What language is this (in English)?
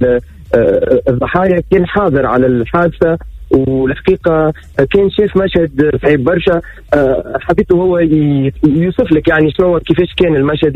Tunisian Arabic